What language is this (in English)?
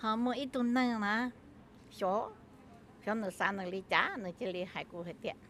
Hmong